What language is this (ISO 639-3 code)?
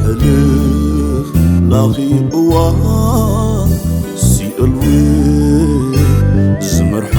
tir